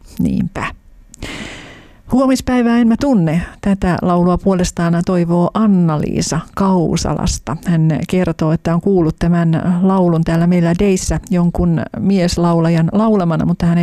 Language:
Finnish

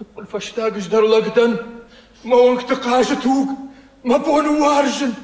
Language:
Ossetic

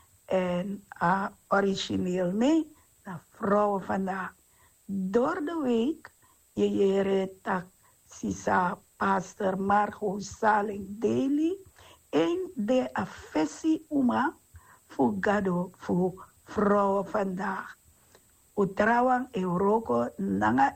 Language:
Sranan Tongo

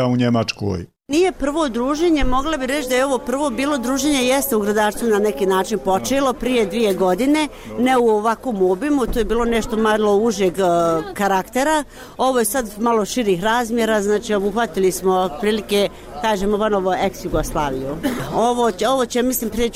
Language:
Bosnian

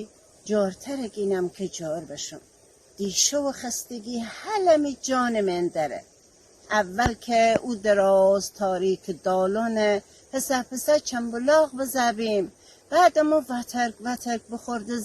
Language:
Gilaki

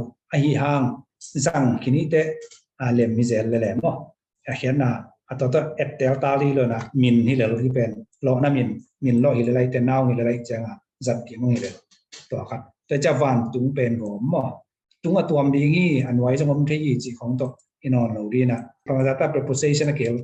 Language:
Tedim Chin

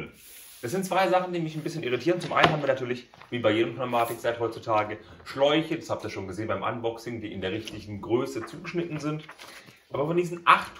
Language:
German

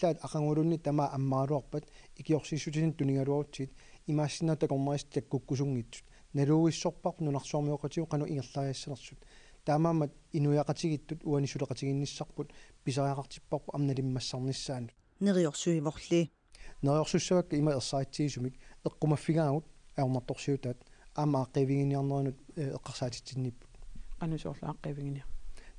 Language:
Kalaallisut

